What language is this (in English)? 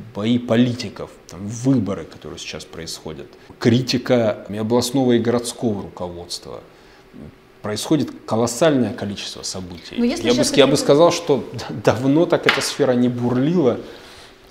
Russian